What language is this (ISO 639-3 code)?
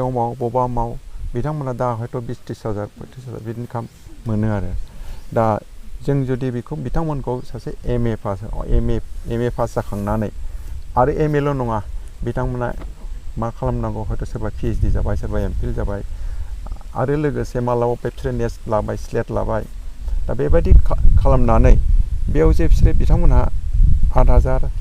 brx